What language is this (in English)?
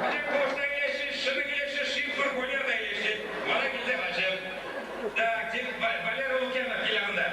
Chuvash